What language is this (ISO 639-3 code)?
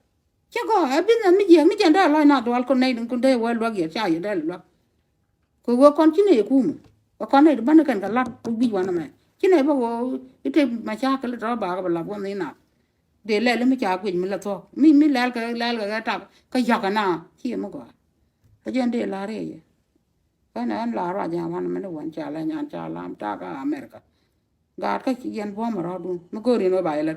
nus